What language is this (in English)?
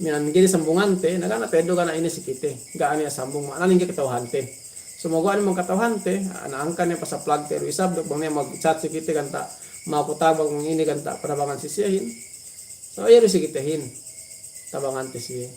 Yakan